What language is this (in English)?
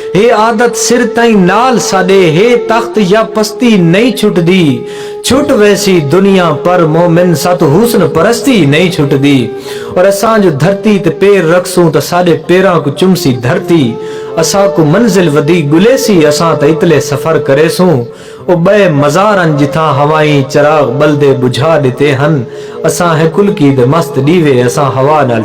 Saraiki